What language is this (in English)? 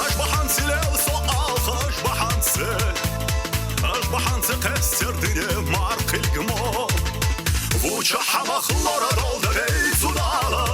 Ingush